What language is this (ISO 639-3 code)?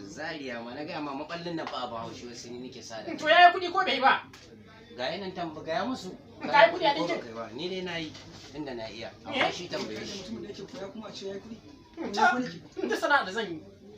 hau